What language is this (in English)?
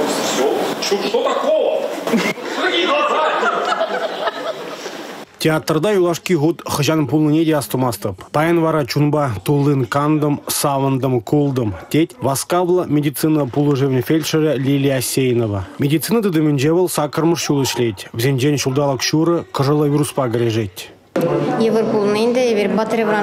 Chuvash